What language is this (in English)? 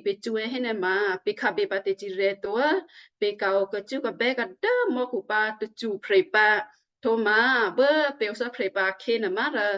Western Kayah